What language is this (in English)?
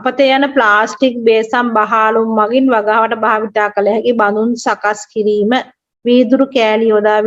Sinhala